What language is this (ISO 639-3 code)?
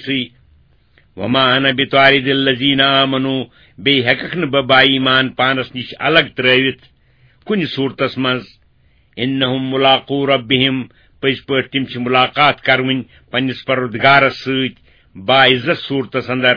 kas